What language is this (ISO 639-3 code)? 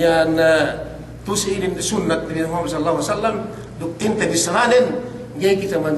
yka